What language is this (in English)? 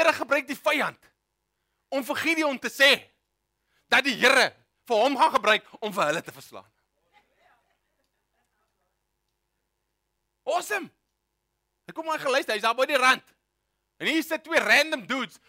Afrikaans